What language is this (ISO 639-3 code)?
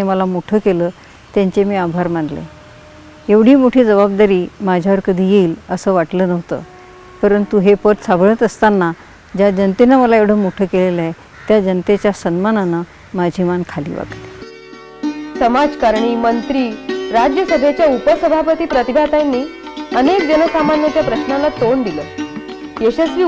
mar